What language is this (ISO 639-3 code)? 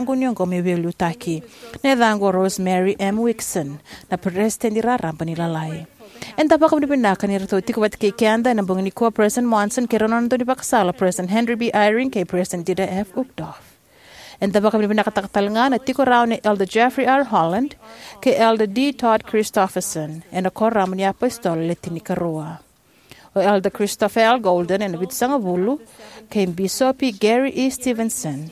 fij